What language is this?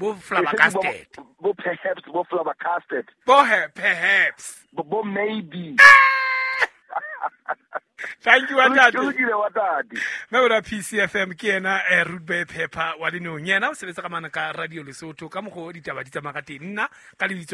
Southern Sotho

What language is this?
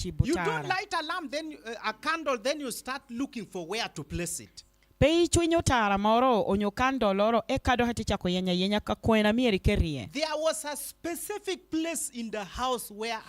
Lango (Uganda)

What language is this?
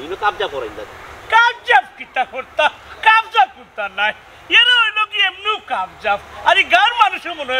Sylheti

